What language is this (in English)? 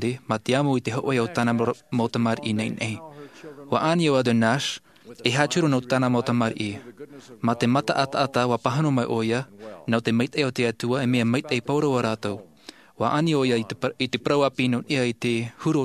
Tahitian